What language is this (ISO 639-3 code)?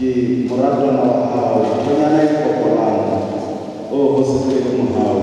sot